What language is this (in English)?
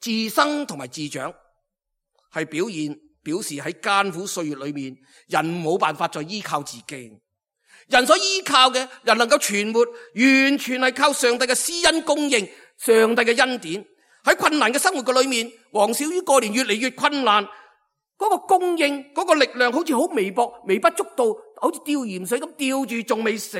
Cantonese